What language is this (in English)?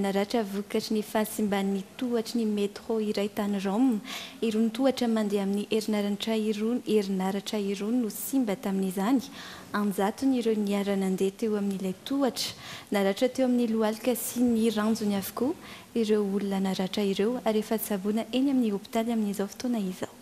Malagasy